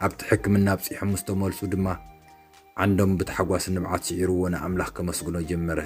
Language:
Tigrinya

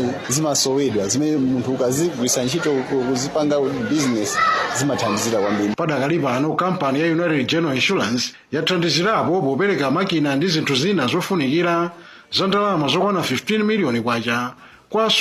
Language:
Nyanja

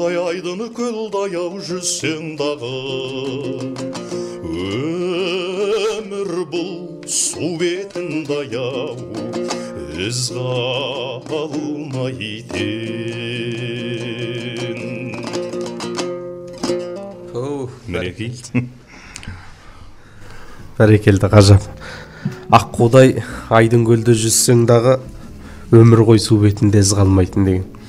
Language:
Kazakh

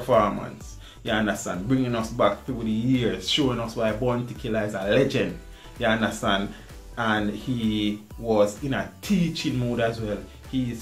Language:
Jamaican Creole English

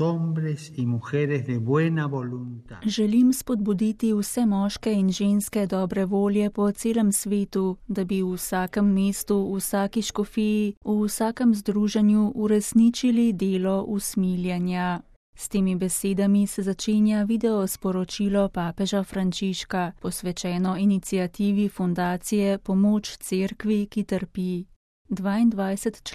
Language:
Slovenian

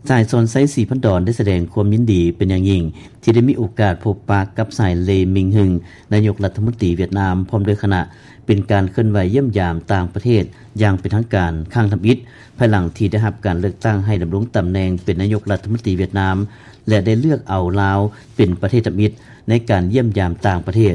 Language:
Lao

